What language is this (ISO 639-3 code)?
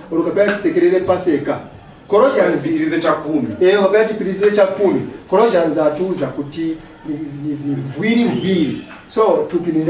nya